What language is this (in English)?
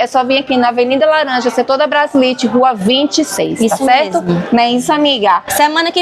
Portuguese